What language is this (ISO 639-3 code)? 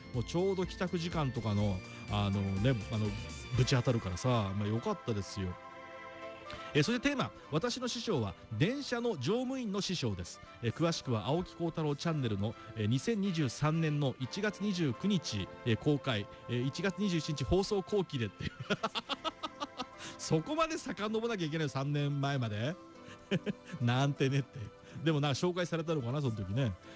jpn